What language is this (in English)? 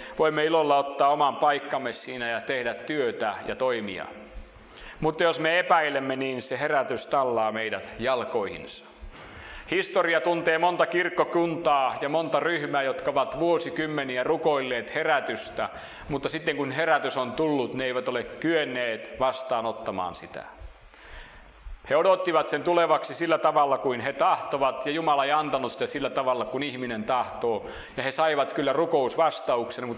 Finnish